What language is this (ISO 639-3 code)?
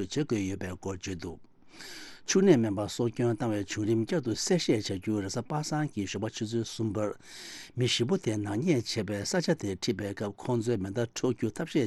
bod